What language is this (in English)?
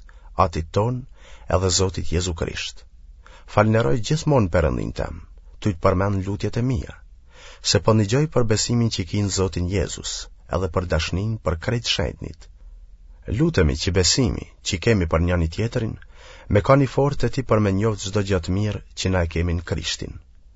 Albanian